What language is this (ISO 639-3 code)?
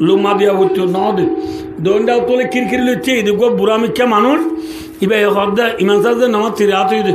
rhg